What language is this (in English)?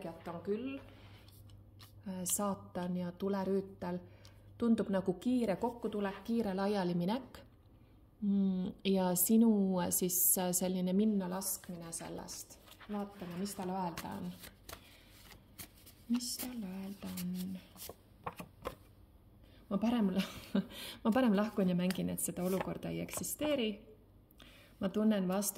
Estonian